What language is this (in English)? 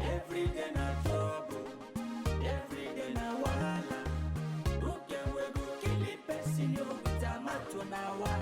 Nigerian Pidgin